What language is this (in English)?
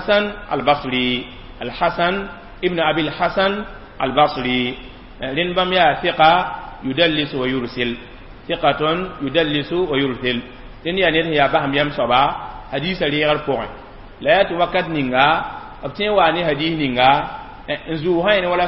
Mossi